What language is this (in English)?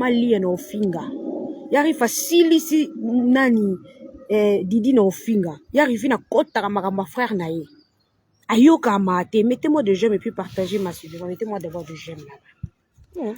Lingala